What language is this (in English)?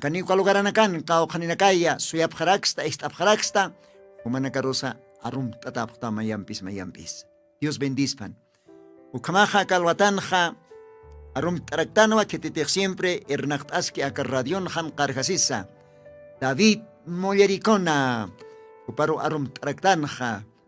Aymara